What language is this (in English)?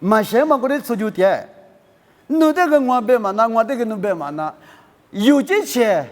Lisu